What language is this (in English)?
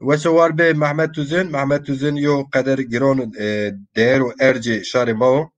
Zaza